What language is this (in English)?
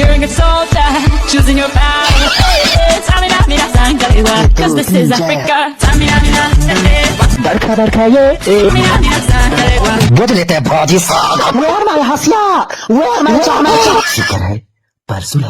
Chhattisgarhi